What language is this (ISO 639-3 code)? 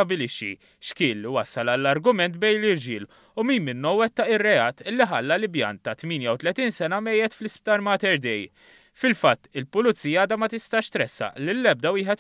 mlt